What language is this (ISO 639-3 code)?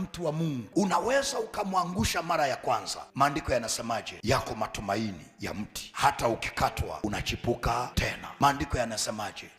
swa